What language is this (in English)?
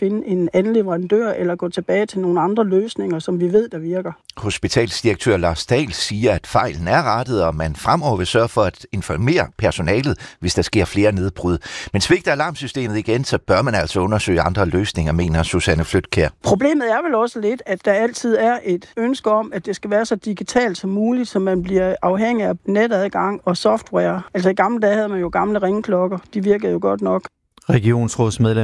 Danish